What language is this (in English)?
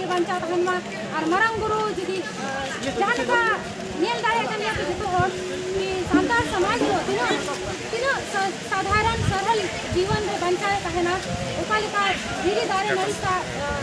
Santali